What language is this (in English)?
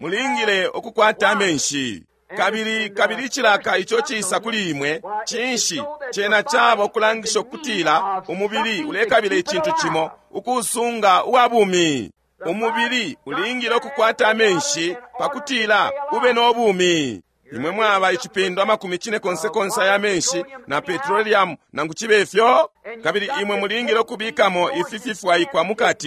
Bemba